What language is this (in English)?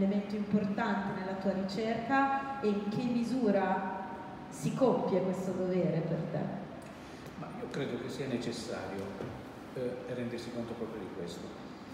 Italian